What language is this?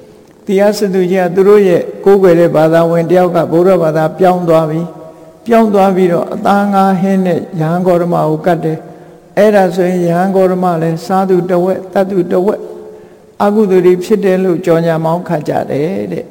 Burmese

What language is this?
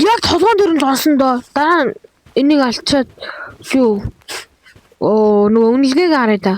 Mongolian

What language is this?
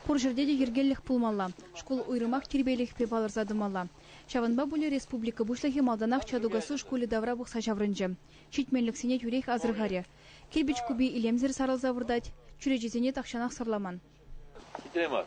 Chuvash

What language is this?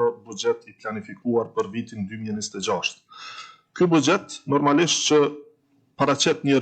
Albanian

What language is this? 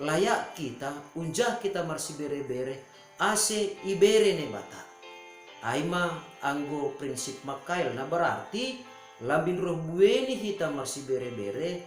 Batak Simalungun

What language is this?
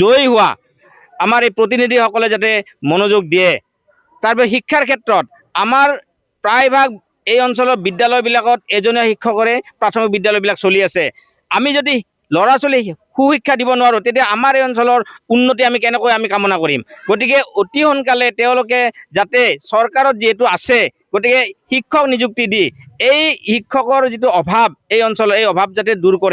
Assamese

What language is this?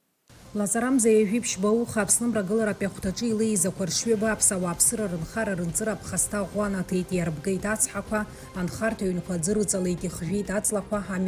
Abkhazian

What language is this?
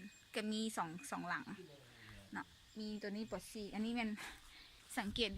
Lao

